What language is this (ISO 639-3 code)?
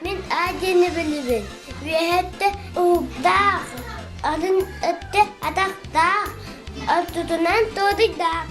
sah